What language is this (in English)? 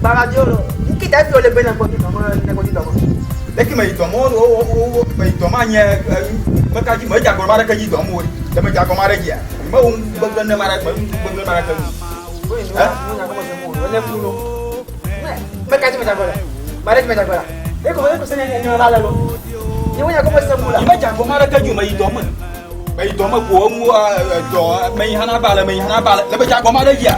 Ewe